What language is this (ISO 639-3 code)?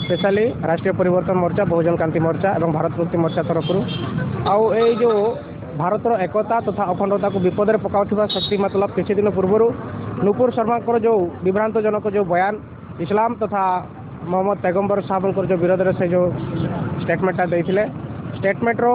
ori